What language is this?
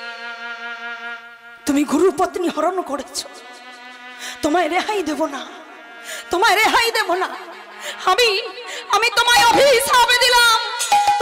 Bangla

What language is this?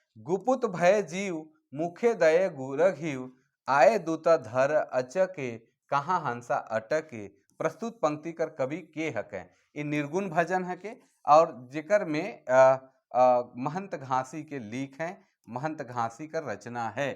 Sadri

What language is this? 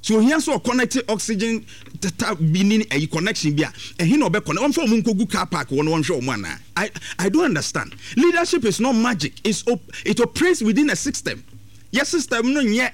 Akan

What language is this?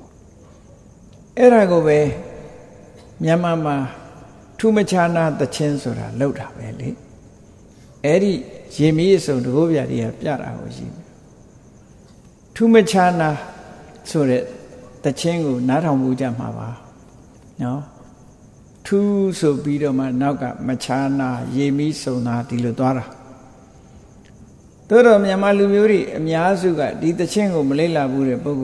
Burmese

